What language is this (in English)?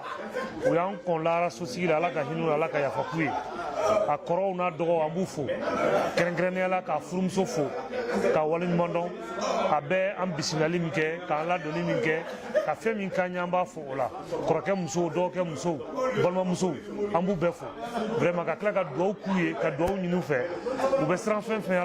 Bambara